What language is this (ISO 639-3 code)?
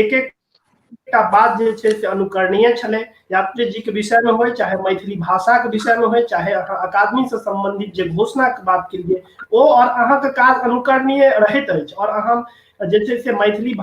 mai